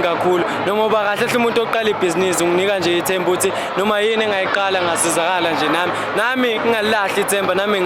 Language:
Zulu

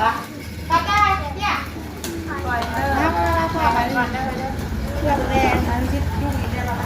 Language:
Northeastern Thai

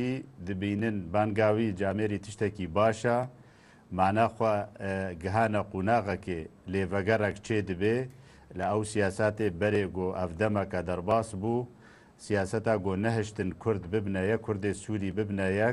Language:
Kurdish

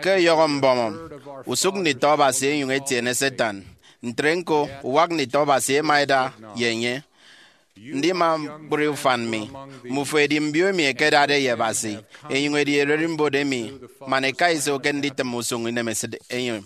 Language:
Efik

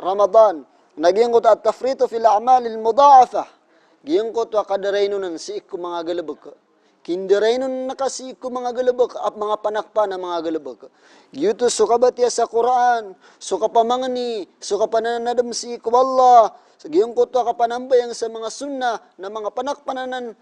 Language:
Maranao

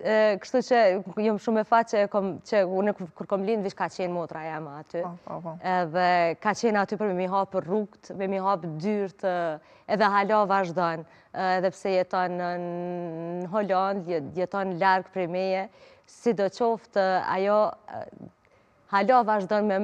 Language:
Albanian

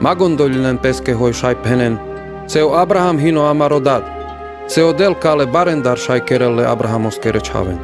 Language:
Carpathian Romani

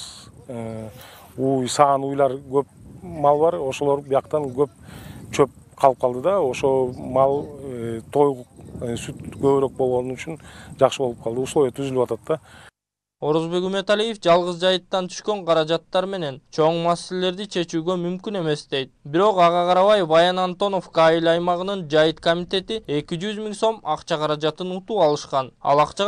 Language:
Kyrgyz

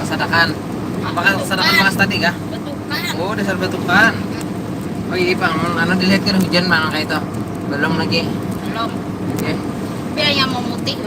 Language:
Banjar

